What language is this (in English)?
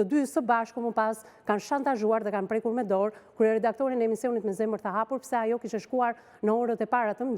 Albanian